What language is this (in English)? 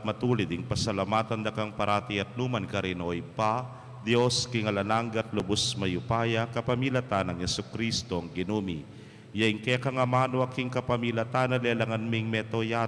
Pampanga